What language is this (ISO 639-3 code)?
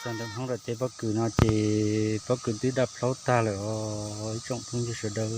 hmn